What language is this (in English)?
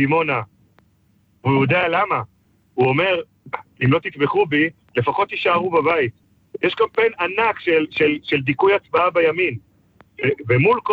Hebrew